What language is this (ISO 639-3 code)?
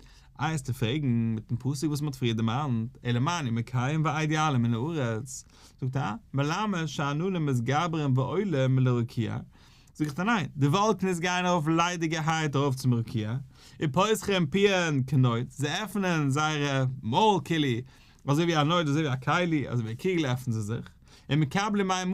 yid